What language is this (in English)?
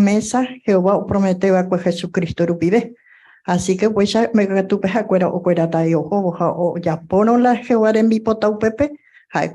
Guarani